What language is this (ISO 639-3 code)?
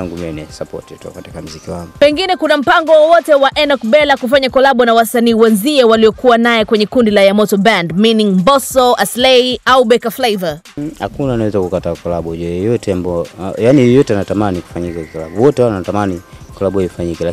swa